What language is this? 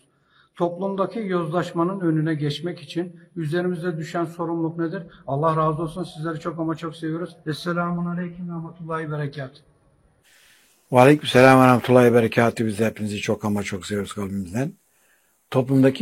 Turkish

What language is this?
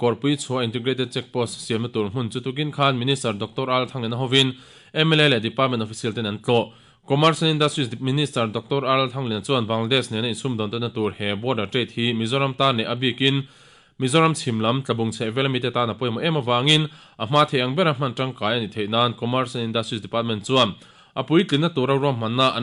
Mizo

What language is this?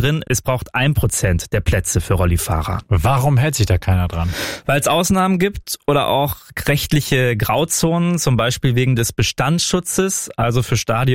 German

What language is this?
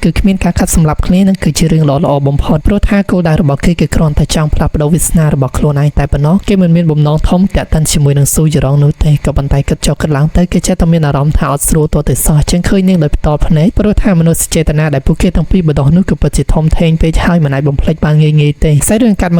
Khmer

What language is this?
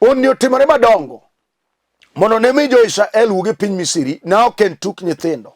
Luo (Kenya and Tanzania)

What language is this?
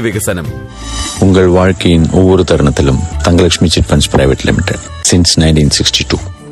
Malayalam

